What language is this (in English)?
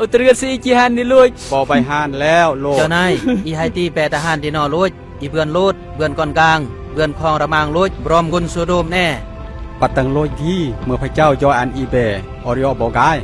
Khmu